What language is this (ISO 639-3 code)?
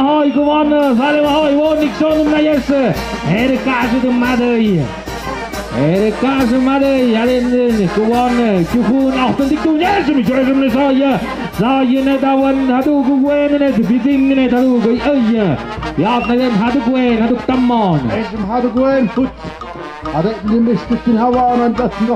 mxp